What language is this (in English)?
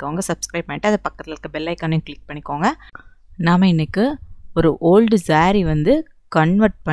Tamil